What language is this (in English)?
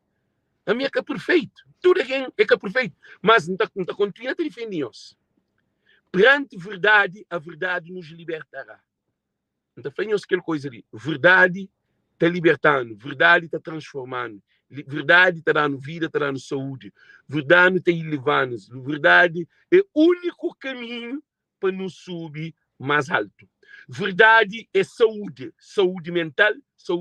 Kabuverdianu